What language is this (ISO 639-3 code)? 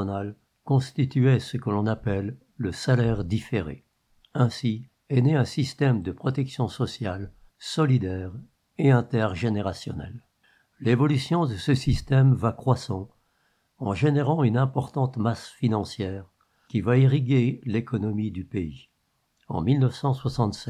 fra